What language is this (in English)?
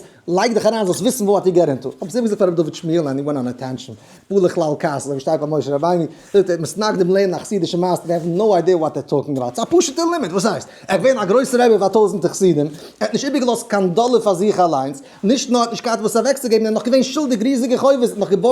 Yiddish